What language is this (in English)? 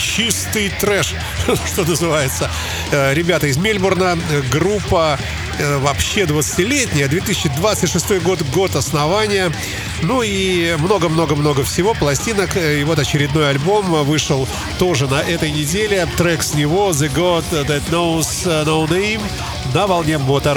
Russian